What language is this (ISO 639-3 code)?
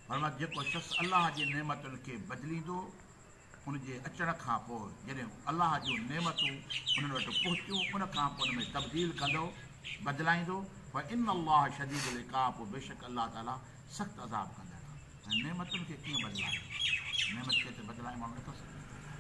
snd